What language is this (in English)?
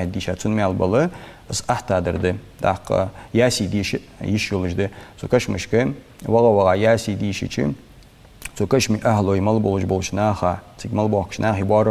Ingush